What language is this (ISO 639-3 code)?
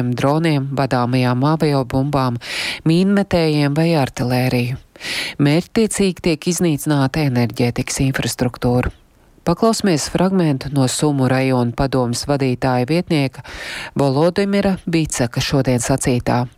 lav